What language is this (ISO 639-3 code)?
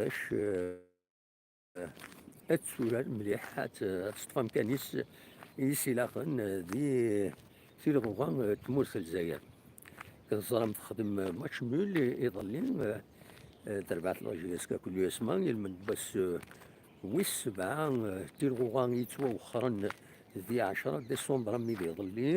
kab